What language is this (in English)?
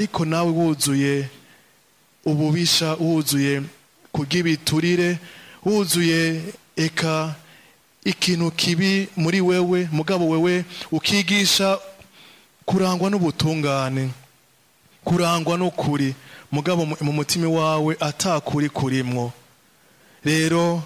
Rundi